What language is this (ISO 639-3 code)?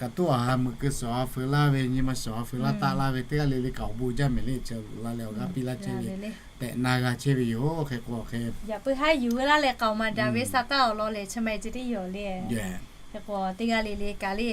lhu